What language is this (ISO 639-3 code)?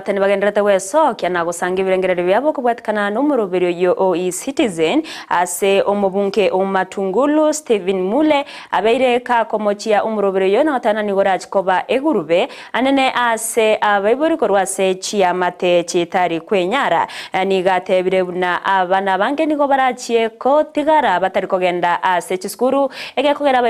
guz